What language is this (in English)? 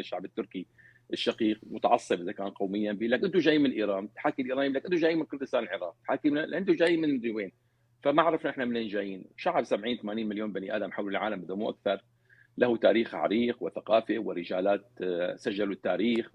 North Levantine Arabic